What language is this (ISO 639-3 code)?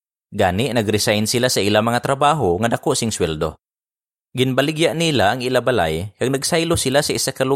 hil